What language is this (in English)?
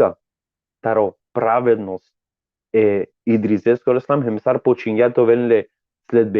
Balkan Romani